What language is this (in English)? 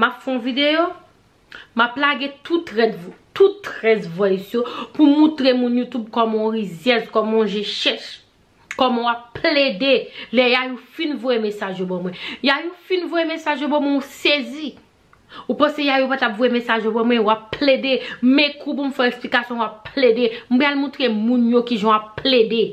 Haitian Creole